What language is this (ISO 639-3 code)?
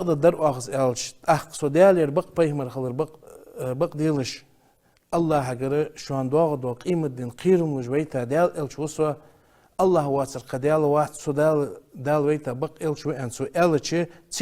inh